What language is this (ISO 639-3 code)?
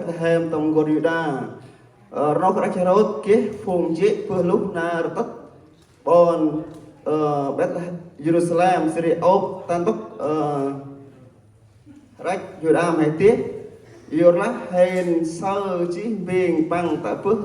cmo